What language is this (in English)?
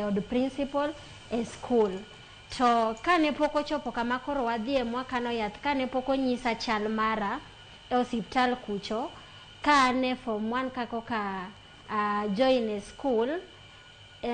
Luo (Kenya and Tanzania)